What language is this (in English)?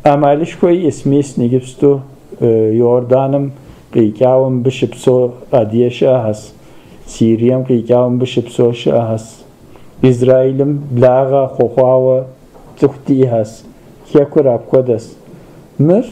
Kabardian